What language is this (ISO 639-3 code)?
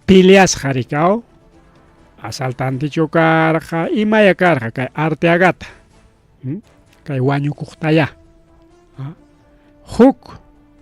quy